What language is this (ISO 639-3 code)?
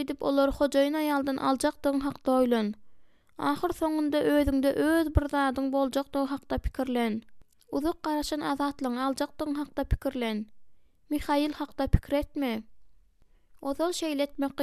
tuk